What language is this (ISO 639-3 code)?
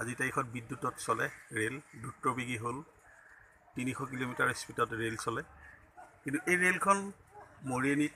asm